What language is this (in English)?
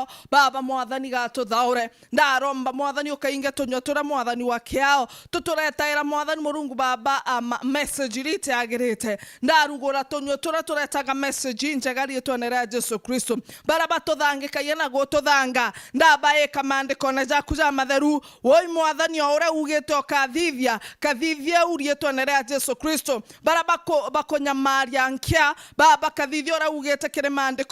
Meru